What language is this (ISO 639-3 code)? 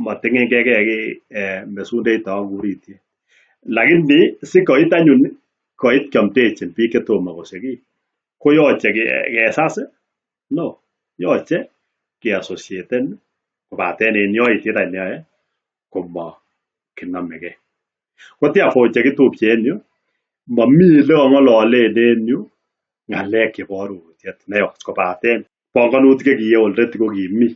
kln